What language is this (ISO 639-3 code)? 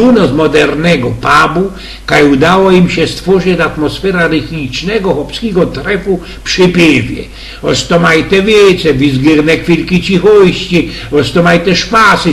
szl